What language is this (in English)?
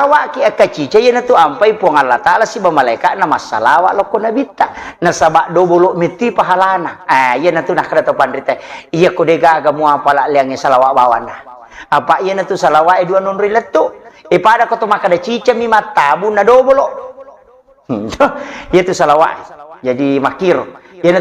Buginese